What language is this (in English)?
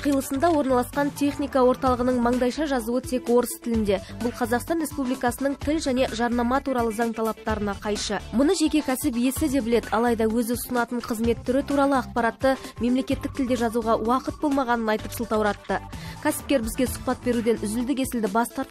Kazakh